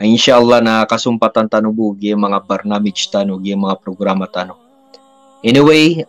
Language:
Maranao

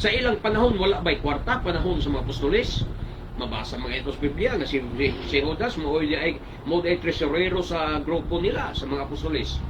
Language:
Cebuano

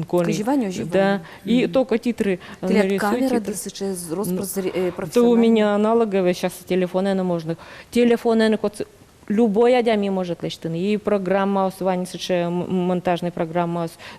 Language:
Udmurt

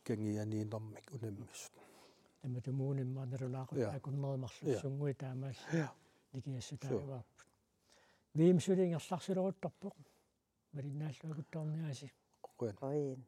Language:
Kalaallisut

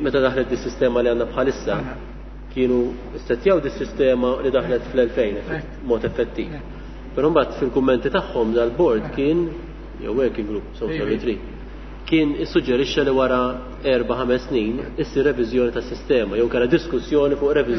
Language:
Maltese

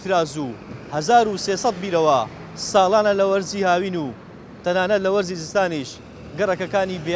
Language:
Central Kurdish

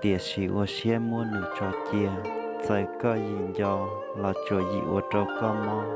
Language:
Hmong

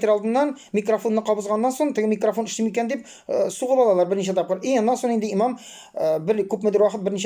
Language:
Tatar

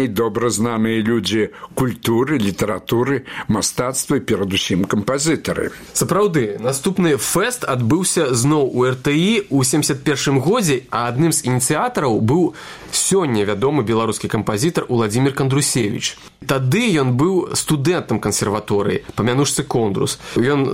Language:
Belarusian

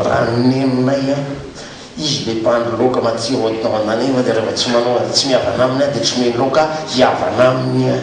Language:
Malagasy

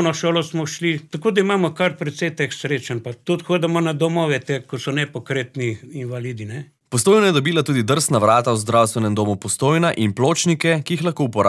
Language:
Slovenian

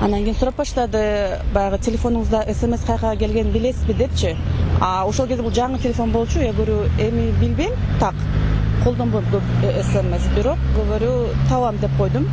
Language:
Kyrgyz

